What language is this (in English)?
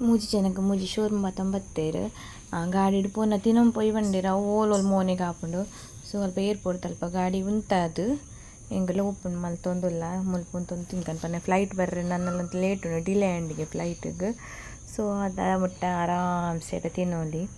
Tulu